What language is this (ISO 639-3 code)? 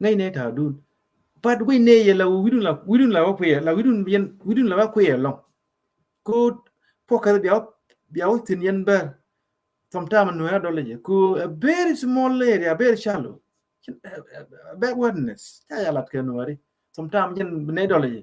nus